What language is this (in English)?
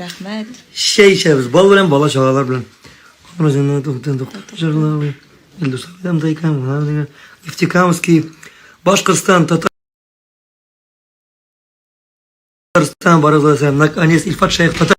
Tatar